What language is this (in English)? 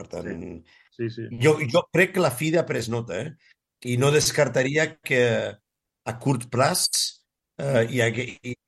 Catalan